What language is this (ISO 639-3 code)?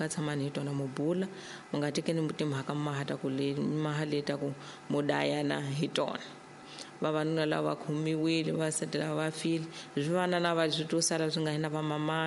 tso